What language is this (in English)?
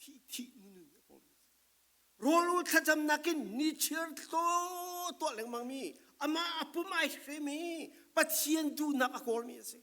Falam Chin